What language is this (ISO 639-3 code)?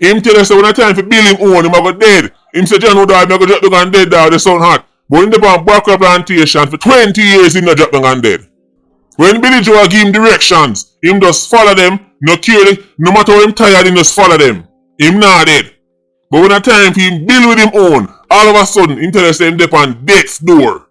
jam